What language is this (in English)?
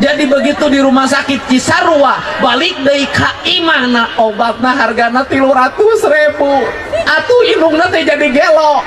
Sundanese